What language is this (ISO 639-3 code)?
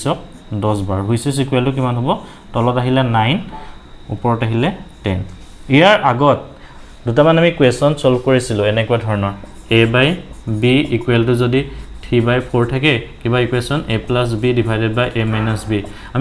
asm